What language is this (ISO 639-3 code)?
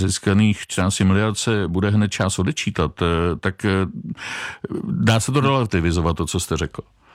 ces